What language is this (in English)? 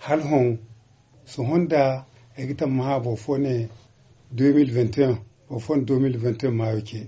Zarma